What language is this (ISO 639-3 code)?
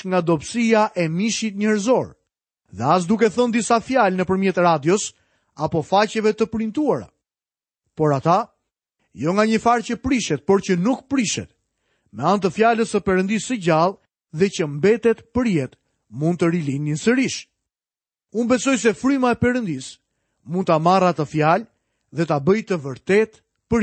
sqi